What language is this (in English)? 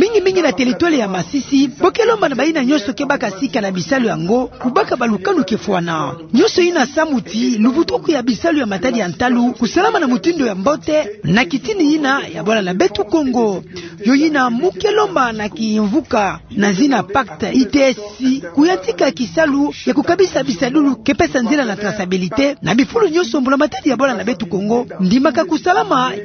Kituba (Democratic Republic of Congo)